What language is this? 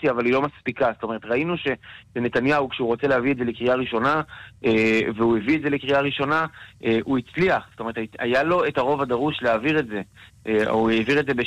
Hebrew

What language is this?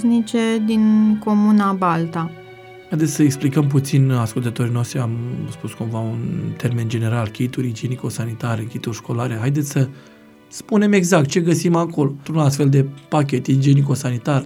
Romanian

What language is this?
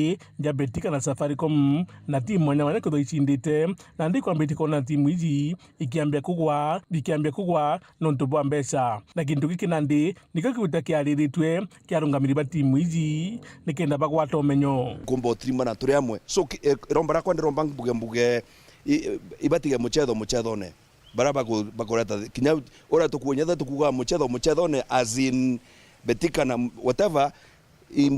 Meru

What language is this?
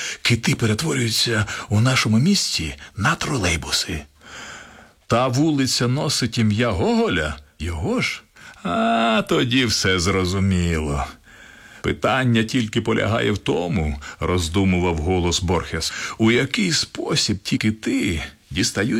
Ukrainian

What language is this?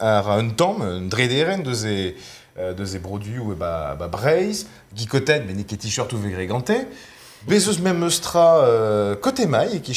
Breton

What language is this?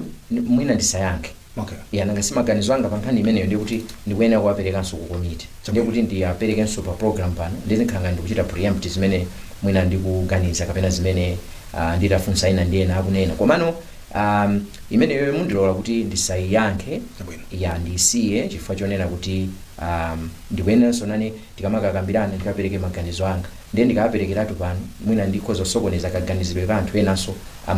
Nyanja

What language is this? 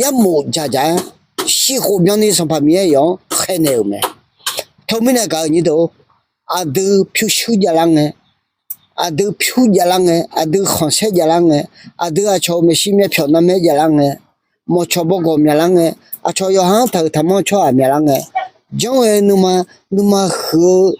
Akha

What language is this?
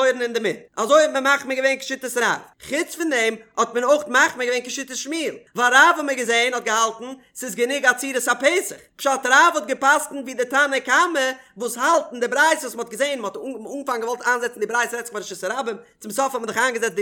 Yiddish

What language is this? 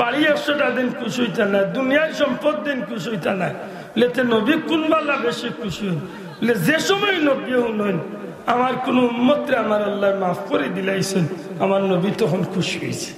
Sylheti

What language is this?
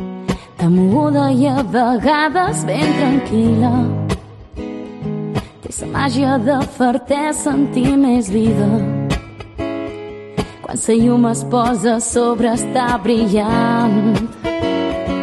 Catalan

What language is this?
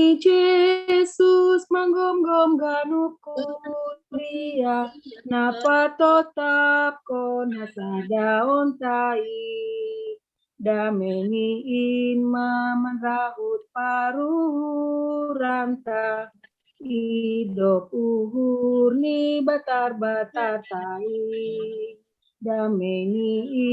Batak Simalungun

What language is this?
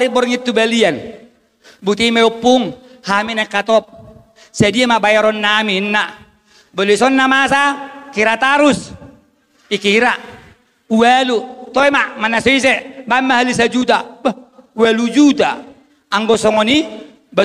Batak Toba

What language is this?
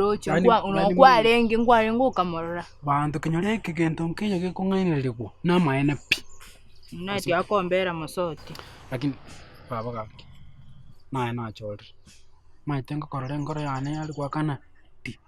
Gusii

